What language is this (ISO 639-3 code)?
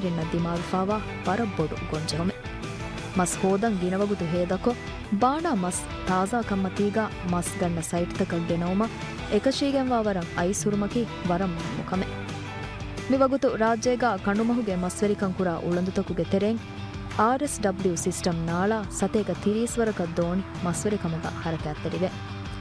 div